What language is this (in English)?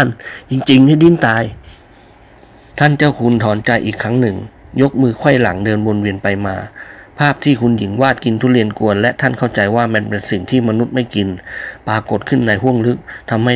Thai